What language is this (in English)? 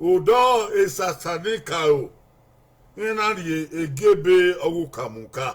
Bini